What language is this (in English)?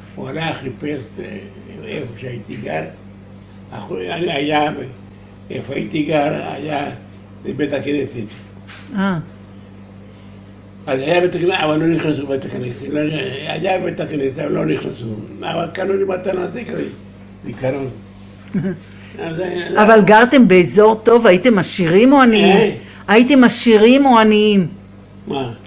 Hebrew